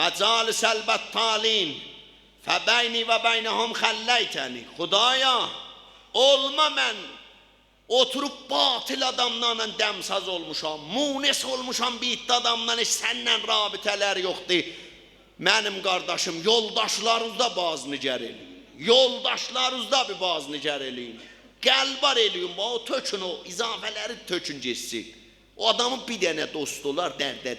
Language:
South Azerbaijani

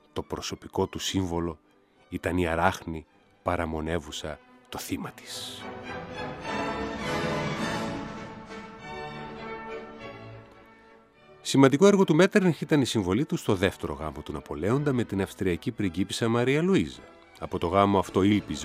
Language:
Greek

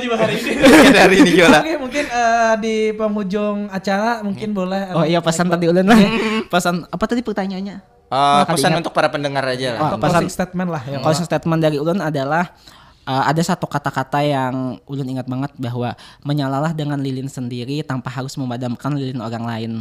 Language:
Banjar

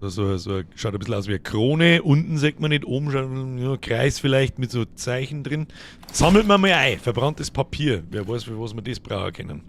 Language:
Bavarian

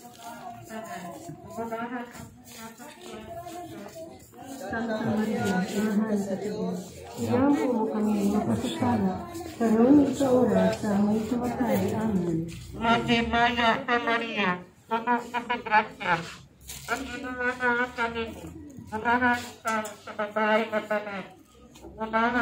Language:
Cebuano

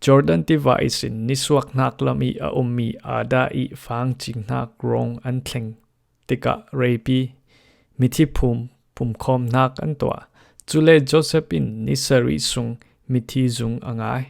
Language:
Falam Chin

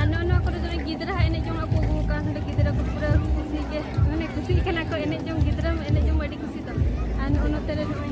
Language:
Santali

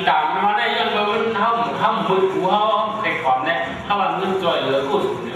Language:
Shan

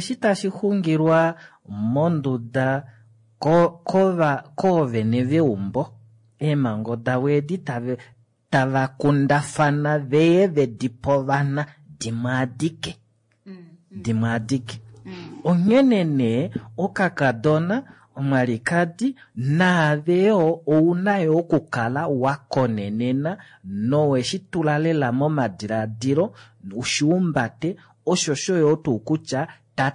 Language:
Kuanyama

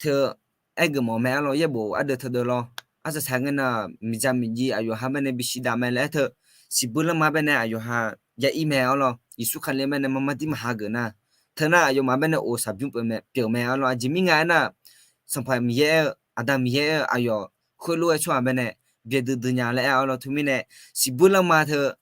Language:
Akha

